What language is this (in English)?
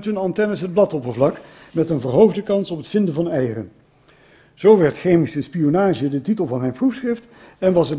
Dutch